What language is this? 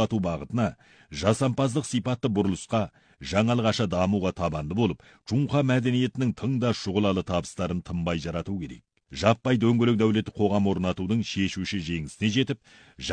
Kazakh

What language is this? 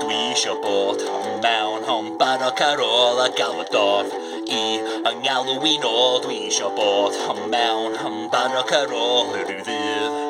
Welsh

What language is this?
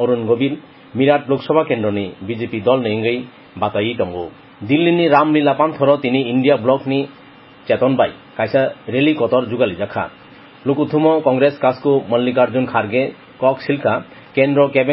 Kok Borok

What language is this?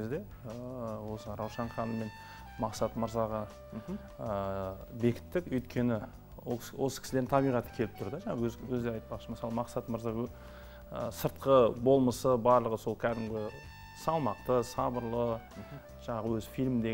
Kazakh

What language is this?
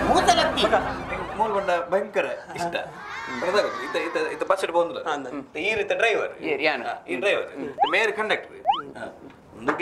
Kannada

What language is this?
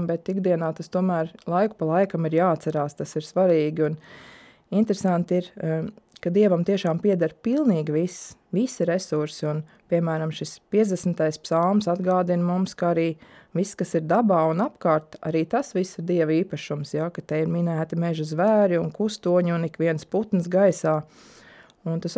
Latvian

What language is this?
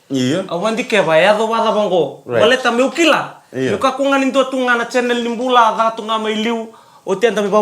Fijian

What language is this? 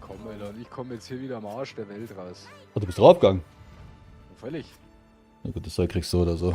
Bavarian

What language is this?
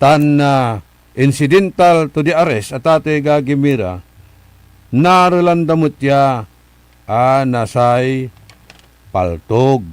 Pangasinan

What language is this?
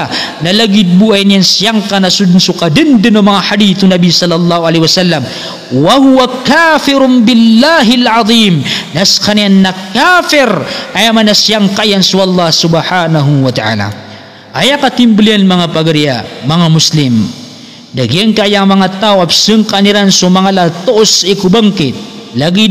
Maranao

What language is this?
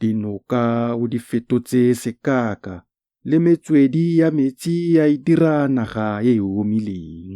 Tswana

